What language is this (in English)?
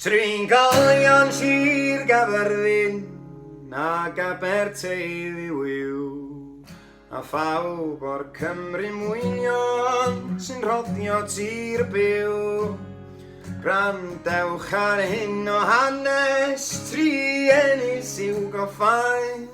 Welsh